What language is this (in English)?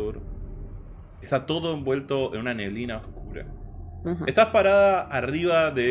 Spanish